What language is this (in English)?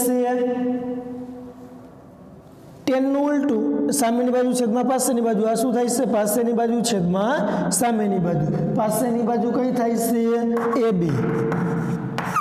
Gujarati